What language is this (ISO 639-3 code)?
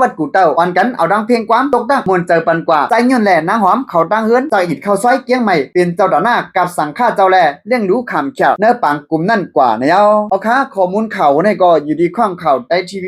shn